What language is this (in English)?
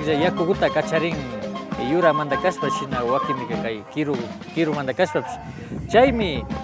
Imbabura Highland Quichua